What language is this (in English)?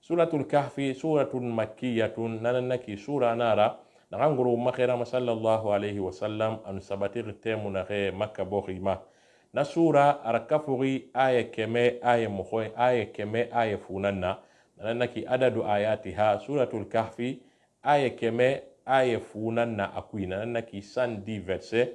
Susu